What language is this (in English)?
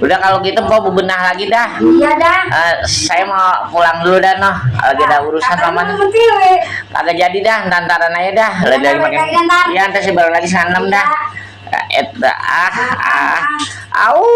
Betawi